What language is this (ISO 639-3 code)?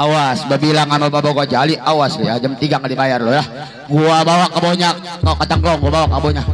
bew